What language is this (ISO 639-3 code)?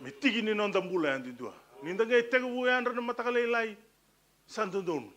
fij